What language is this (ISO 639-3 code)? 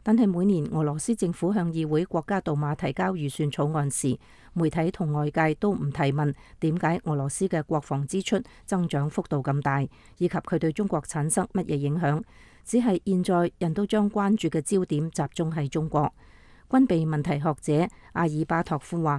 yue